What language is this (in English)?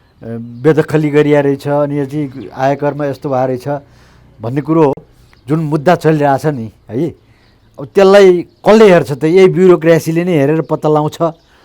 Nepali